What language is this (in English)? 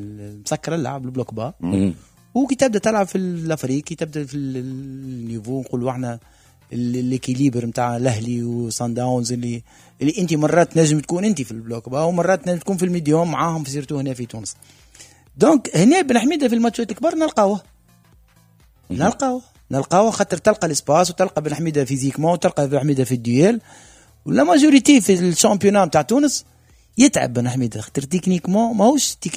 Tunisian Arabic